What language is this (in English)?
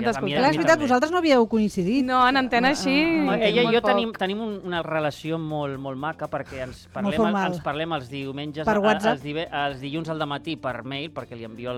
Catalan